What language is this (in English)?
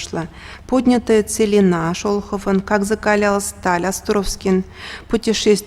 Chuvash